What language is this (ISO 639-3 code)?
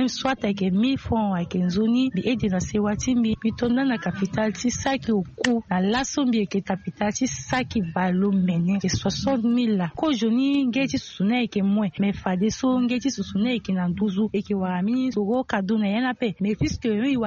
sag